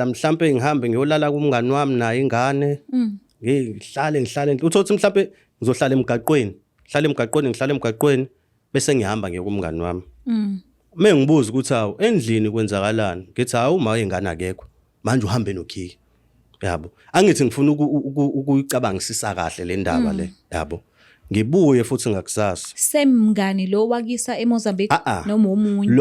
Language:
Zulu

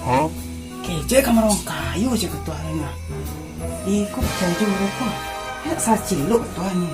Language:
Minangkabau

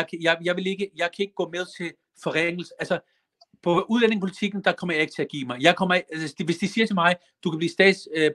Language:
Danish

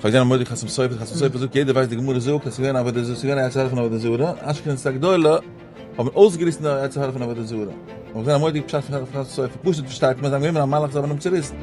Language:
Yiddish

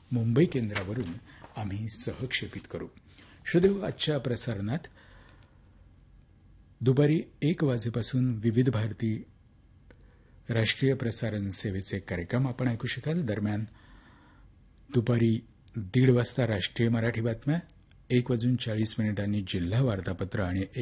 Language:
Marathi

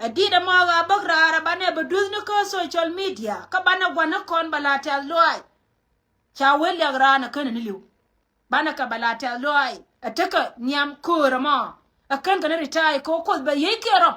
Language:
Nuer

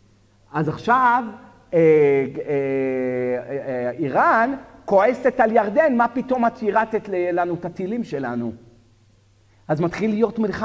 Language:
Hebrew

